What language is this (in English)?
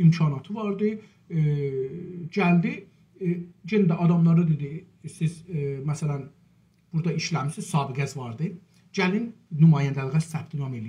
South Azerbaijani